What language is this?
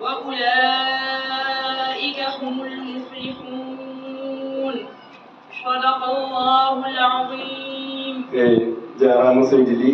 Fula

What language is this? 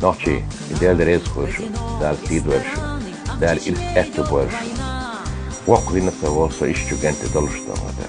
Chechen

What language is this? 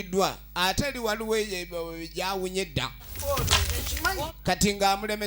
Ganda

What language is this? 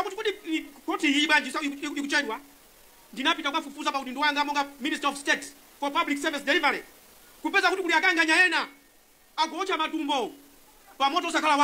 Nyanja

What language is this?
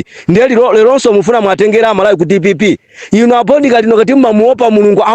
Nyanja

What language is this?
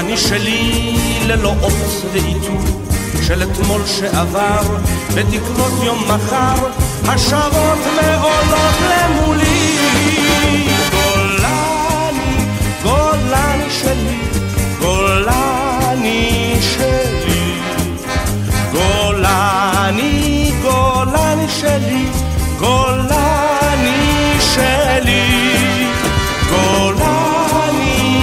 Hebrew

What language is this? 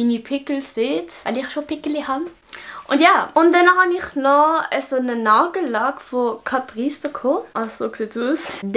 Swiss German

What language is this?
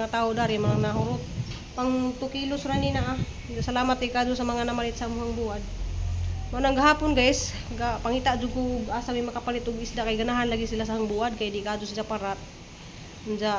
Cebuano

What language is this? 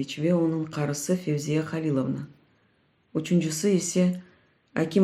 Crimean Tatar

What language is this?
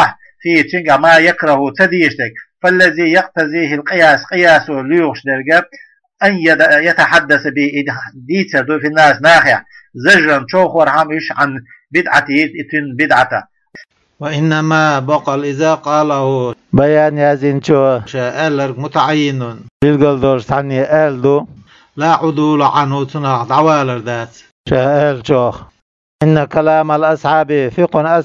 Chechen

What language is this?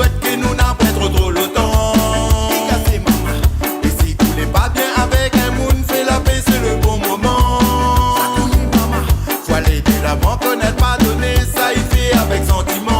Réunion Creole French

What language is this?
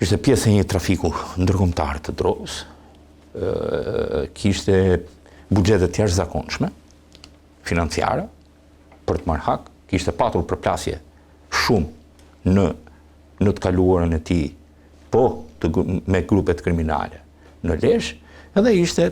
Albanian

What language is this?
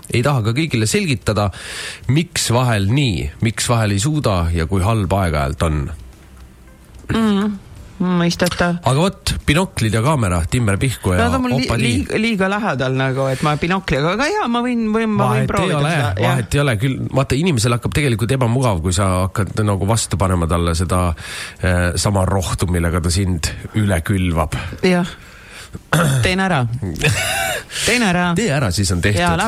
Estonian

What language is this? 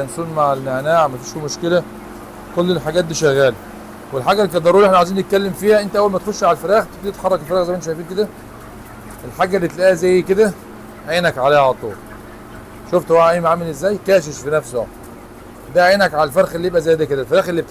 Egyptian Arabic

